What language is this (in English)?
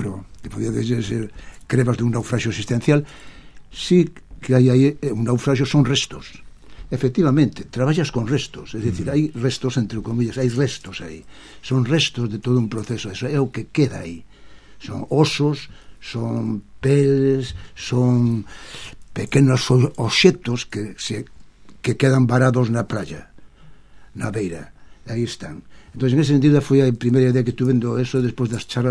Galician